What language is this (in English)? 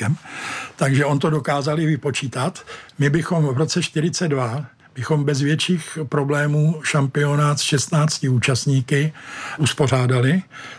Czech